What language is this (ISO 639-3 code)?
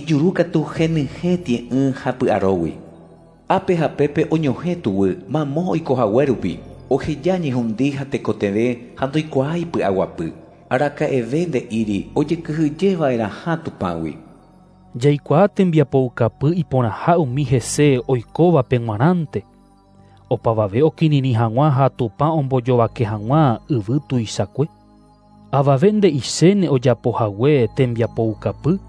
grn